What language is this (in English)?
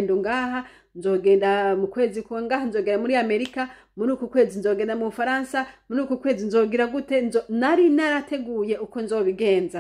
Rundi